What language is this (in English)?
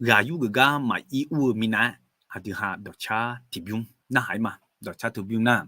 Akha